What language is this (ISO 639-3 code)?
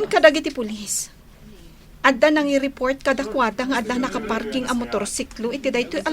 ilo